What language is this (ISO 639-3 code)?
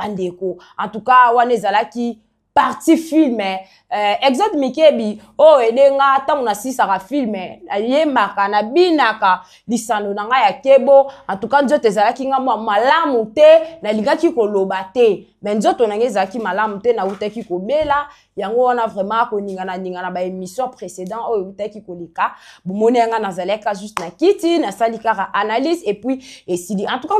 lin